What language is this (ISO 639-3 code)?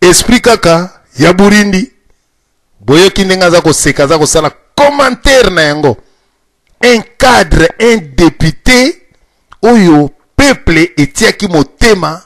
lin